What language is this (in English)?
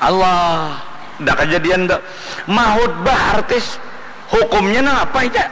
Banjar